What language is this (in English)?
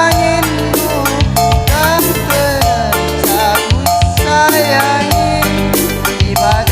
Batak Karo